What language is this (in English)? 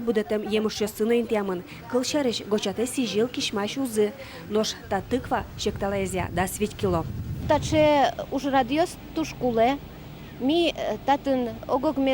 Udmurt